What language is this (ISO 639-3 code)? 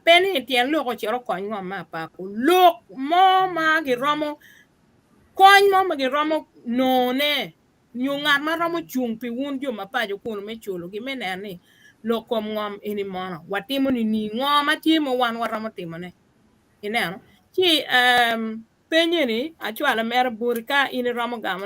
ach